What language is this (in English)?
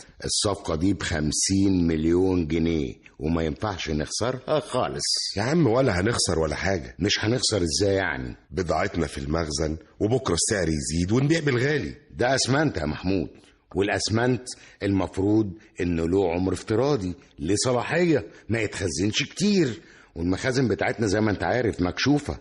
Egyptian Arabic